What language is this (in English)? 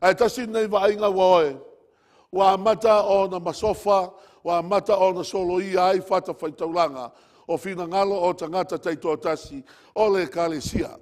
Samoan